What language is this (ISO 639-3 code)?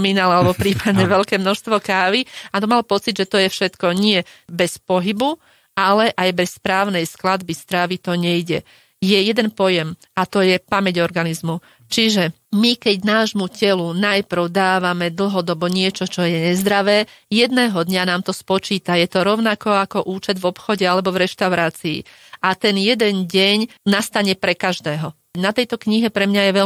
slk